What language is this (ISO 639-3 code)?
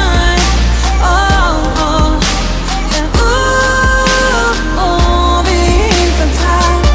dan